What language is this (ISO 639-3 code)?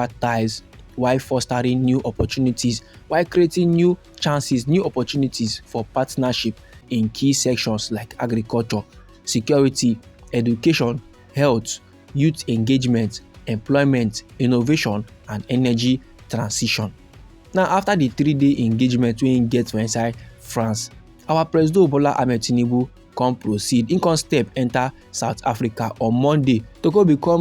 pcm